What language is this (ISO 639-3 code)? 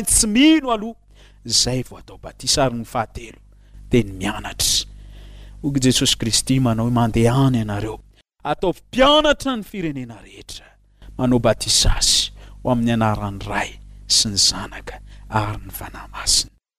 mlg